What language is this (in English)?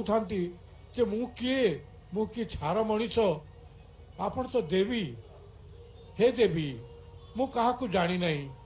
Odia